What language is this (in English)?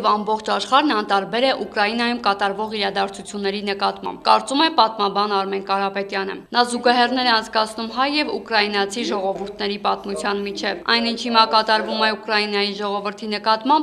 Armenian